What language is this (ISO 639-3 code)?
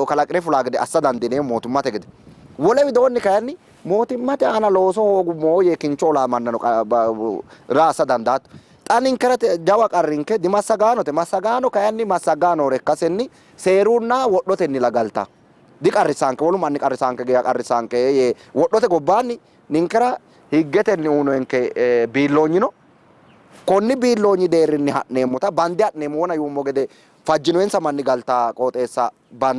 sid